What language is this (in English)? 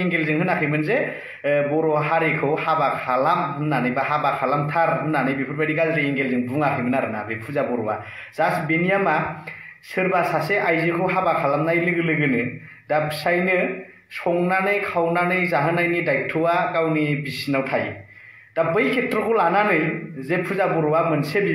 Bodo